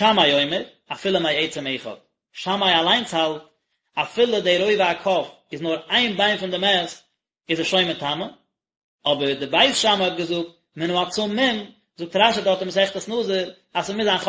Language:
Yiddish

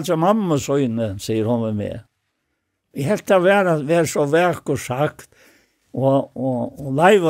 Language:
Faroese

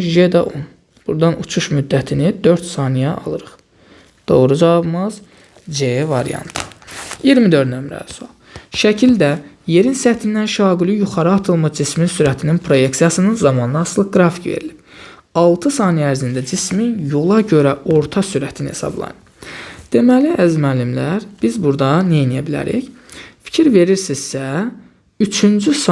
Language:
Azerbaijani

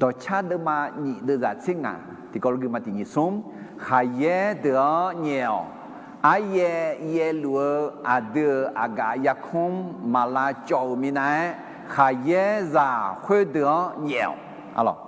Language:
Akha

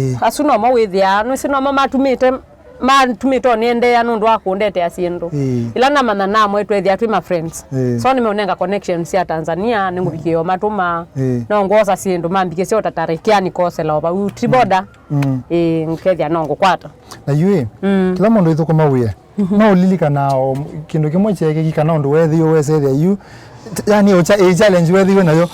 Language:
Kamba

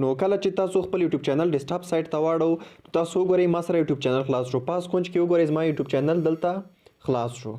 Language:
Pashto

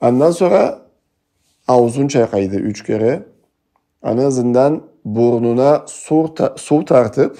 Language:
Karachay-Balkar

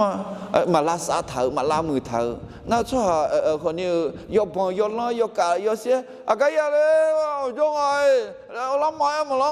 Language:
Akha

